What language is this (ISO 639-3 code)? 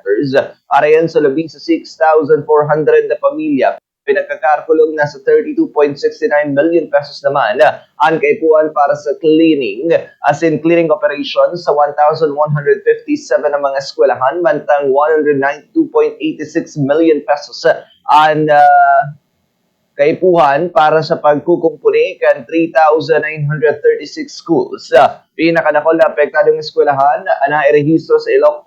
bik